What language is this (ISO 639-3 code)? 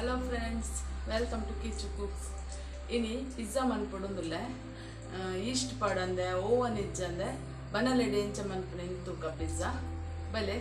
tcy